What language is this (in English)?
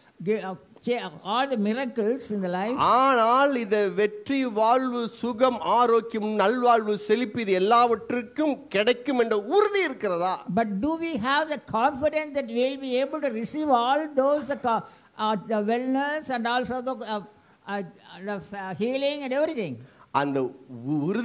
Tamil